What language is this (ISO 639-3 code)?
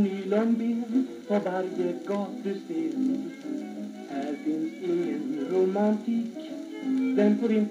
swe